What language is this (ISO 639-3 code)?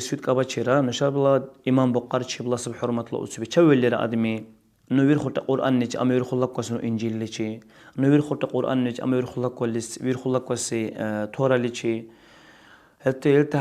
dar